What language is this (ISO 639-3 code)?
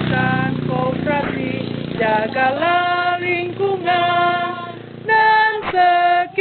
xmm